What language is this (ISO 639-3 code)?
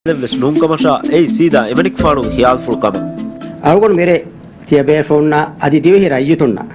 div